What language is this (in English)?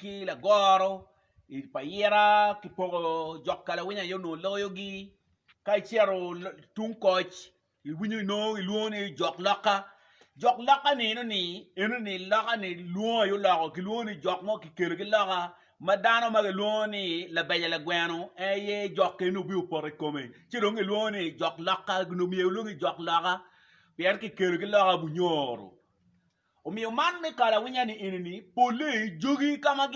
Acoli